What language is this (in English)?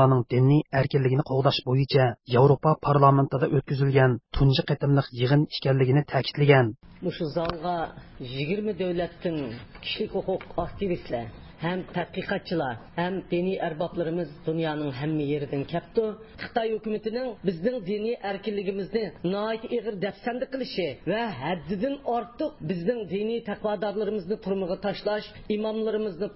Uyghur